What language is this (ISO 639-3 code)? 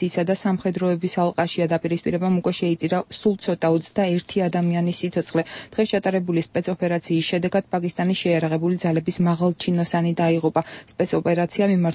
kat